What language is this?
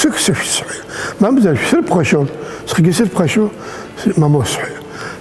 Abkhazian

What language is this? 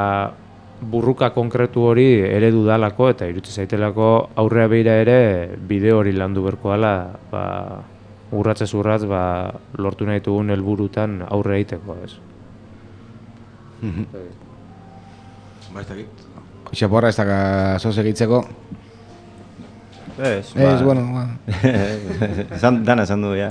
Basque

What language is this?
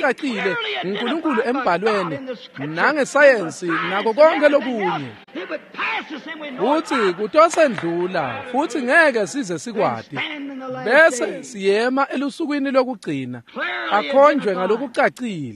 Swati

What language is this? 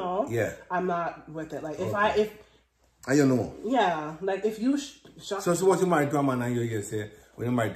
Jamaican Creole English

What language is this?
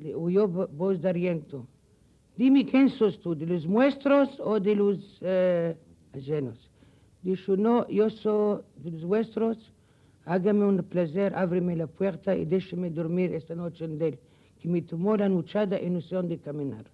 Ladino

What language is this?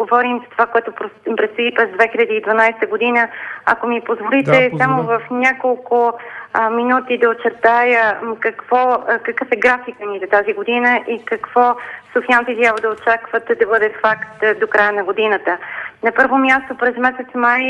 Bulgarian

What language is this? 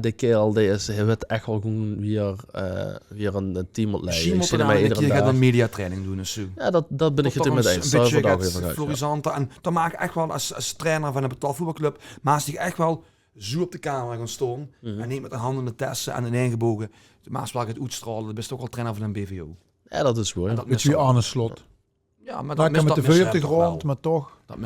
Limburgish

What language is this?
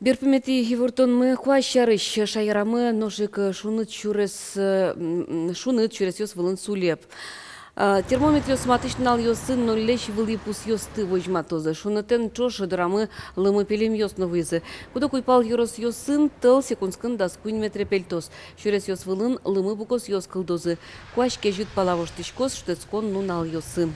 Udmurt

